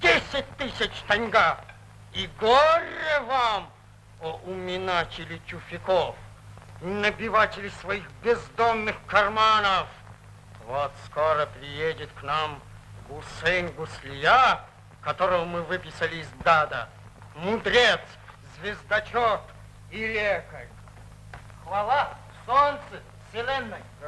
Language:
Russian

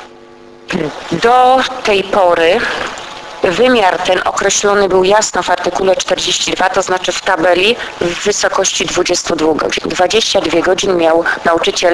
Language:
Polish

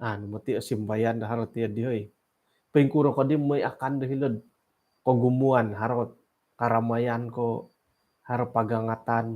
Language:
Central Dusun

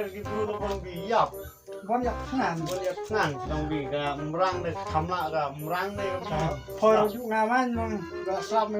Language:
Khasi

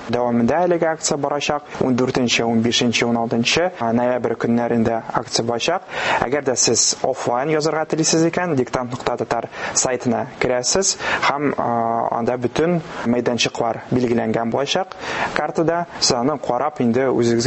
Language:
Tatar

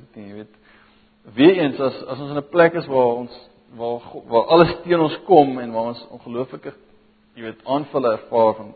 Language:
Afrikaans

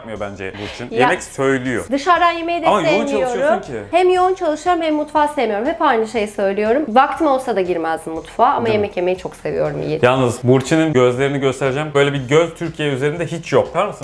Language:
Turkish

